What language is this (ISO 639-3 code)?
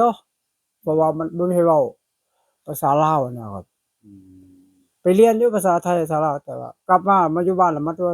tts